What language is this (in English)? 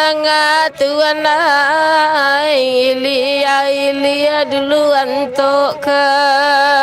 Minangkabau